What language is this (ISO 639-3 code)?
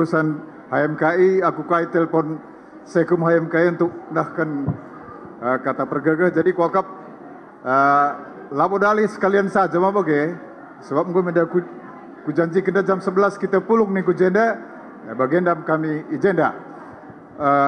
btx